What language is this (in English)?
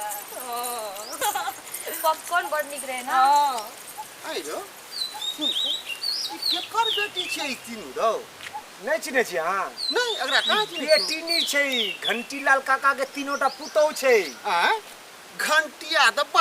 Maithili